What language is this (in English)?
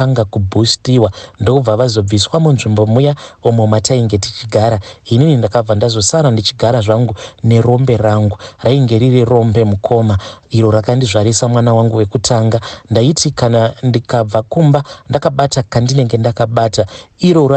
Shona